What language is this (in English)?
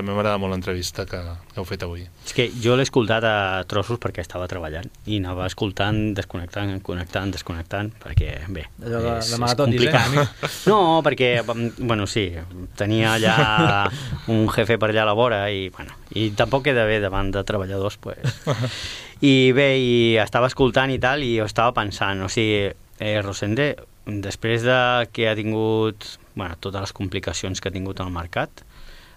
Catalan